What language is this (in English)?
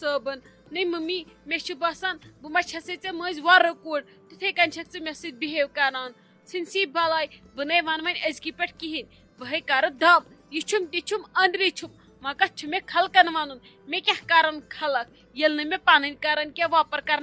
Kashmiri